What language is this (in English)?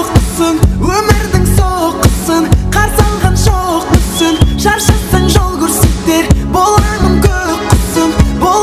Kara-Kalpak